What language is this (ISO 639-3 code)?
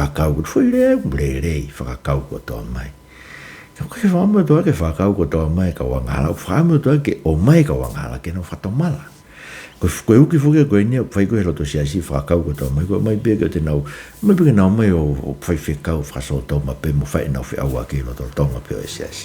ton